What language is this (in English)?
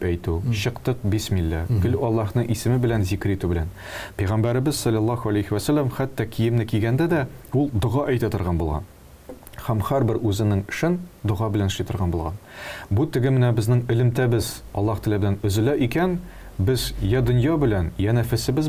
Tatar